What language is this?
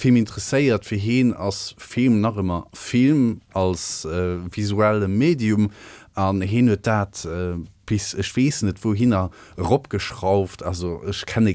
Luxembourgish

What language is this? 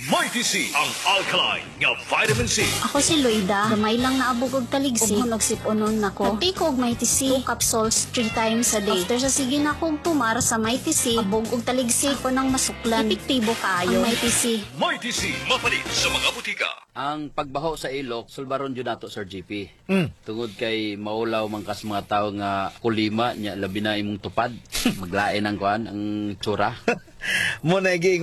Cebuano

